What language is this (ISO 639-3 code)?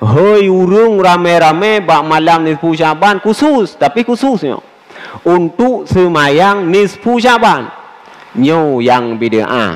ace